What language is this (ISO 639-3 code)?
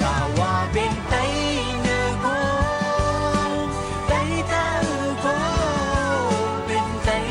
shn